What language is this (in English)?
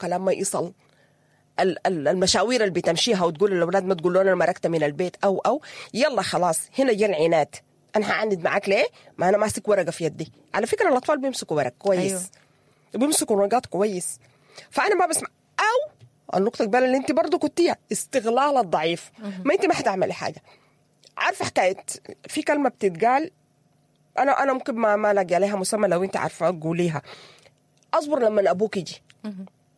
Sudanese Arabic